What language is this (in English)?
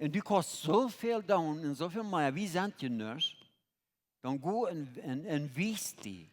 Plautdietsch